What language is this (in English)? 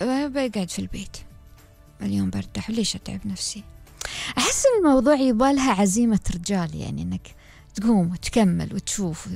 Gulf Arabic